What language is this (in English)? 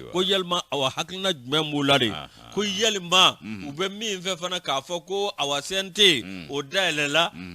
Bambara